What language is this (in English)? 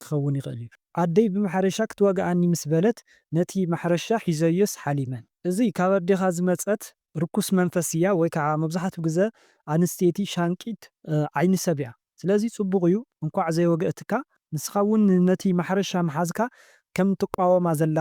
Tigrinya